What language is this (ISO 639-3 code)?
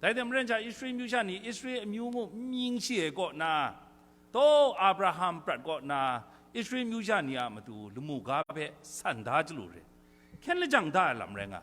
kac